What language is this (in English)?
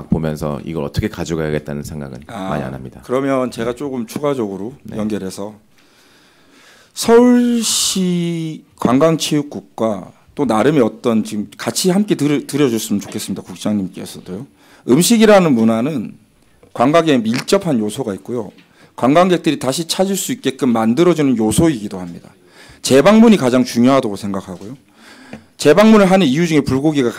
Korean